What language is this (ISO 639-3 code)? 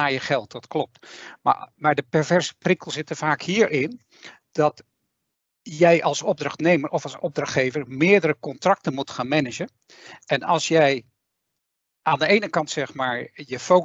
nld